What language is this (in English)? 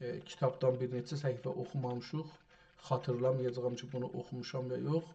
South Azerbaijani